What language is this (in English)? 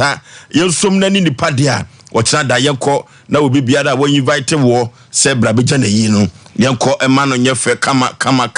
Akan